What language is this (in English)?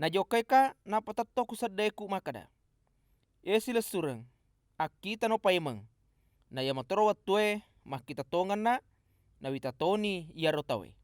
Buginese